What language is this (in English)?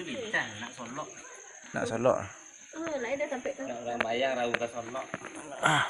Minangkabau